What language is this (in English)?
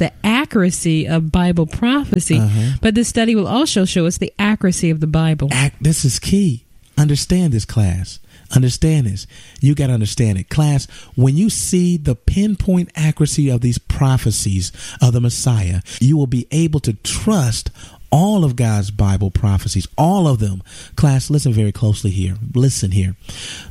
English